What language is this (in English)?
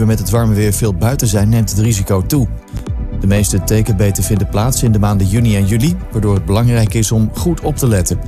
Dutch